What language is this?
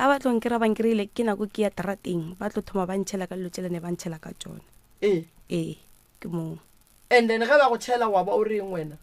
Northern Sotho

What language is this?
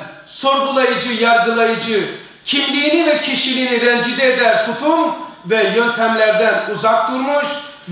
Turkish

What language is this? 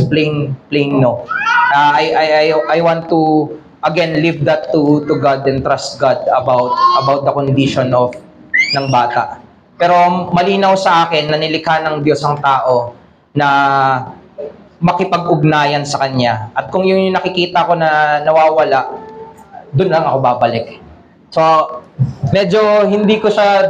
Filipino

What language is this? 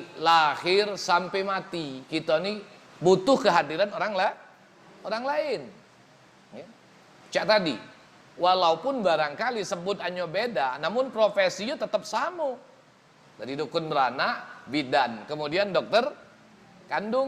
Musi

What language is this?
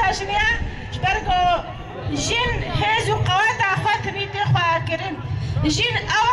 Kurdish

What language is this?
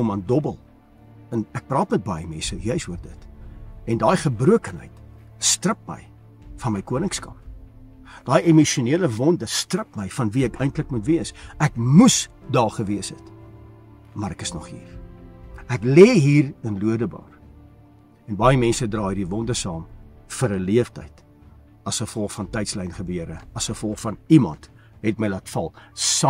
Afrikaans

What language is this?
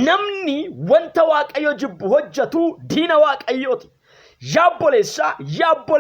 Oromo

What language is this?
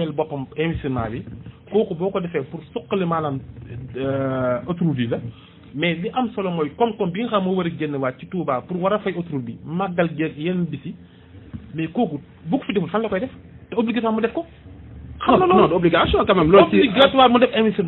Wolof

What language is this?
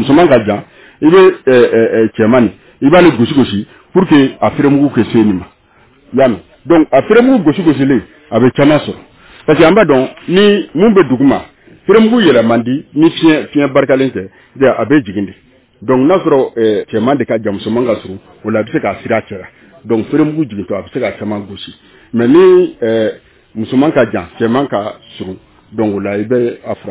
Bambara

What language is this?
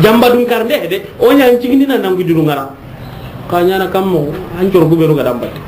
Soninke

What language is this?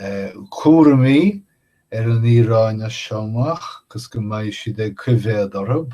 Irish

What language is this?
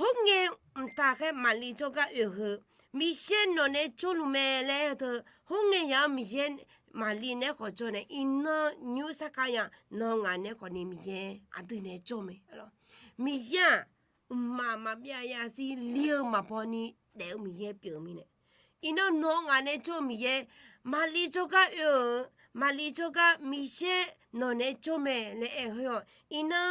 Akha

